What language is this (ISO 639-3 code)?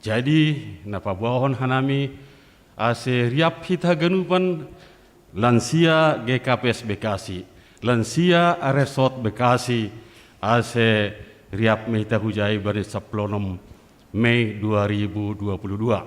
bts